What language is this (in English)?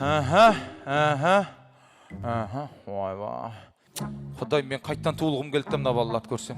Kara-Kalpak